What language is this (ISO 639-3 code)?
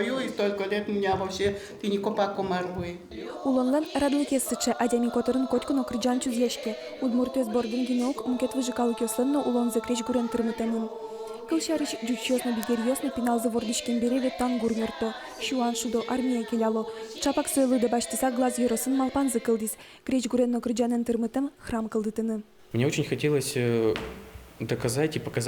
udm